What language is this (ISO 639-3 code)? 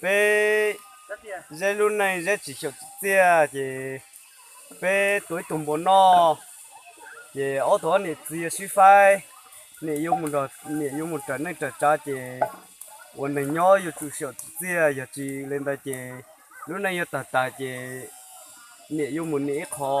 hmn